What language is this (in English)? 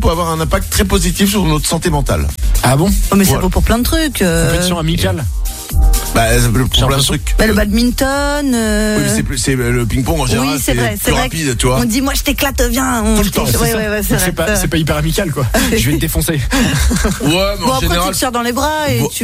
French